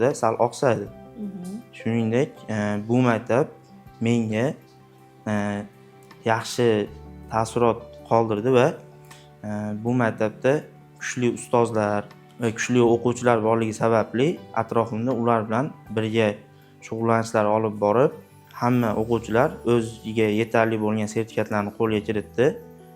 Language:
Uzbek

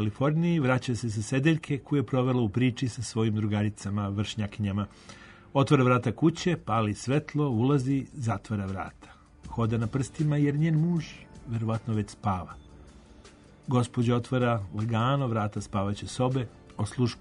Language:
Serbian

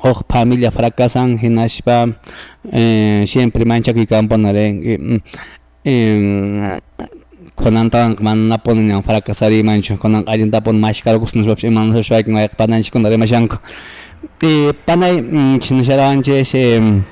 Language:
Quechua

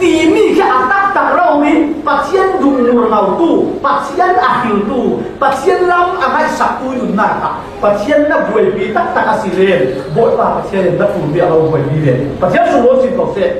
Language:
Falam Chin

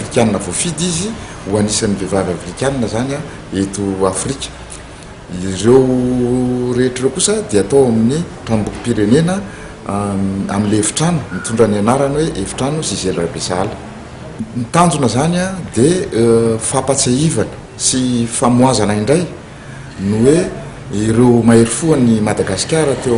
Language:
Malagasy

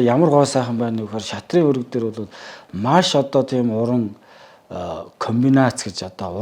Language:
Mongolian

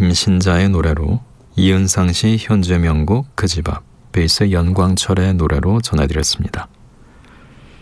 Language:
Korean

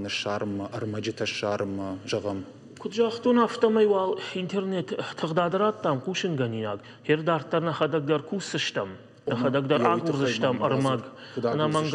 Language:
Ossetic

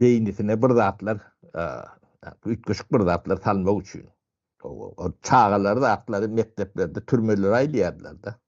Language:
Turkmen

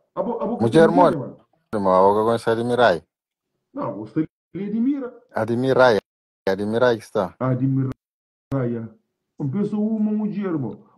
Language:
Kabuverdianu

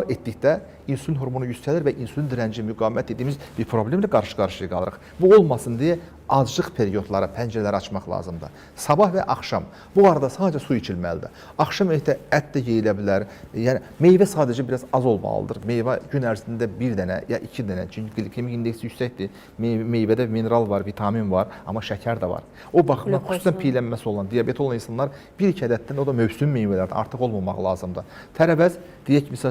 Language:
Azerbaijani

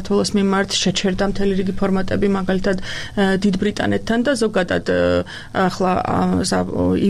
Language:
Georgian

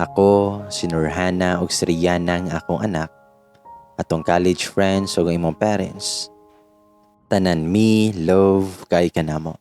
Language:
Cebuano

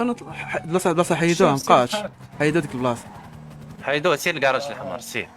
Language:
Moroccan Arabic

